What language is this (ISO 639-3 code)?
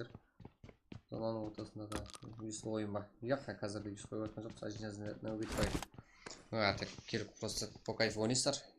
kaa